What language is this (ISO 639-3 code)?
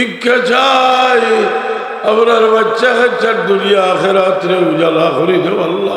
syl